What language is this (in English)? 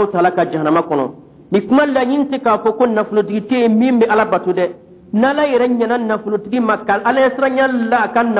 Dyula